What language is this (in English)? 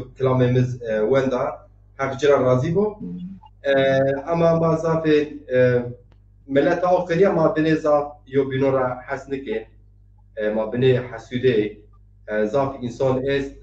Zaza